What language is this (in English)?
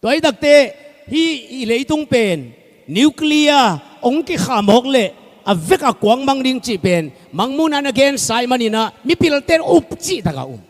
Tedim Chin